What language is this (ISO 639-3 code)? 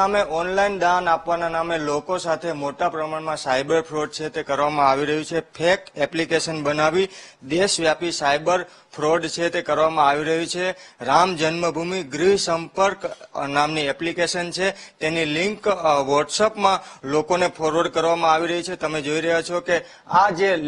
guj